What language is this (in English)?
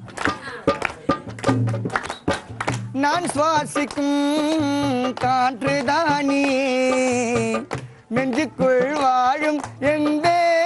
Tamil